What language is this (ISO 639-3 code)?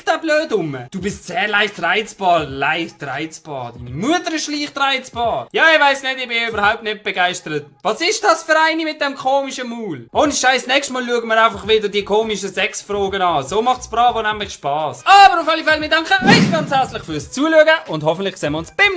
gsw